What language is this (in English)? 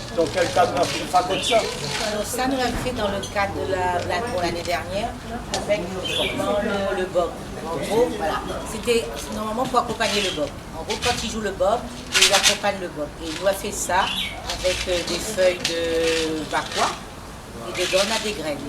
Réunion Creole French